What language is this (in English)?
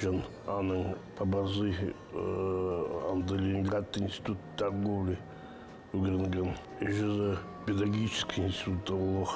Khakas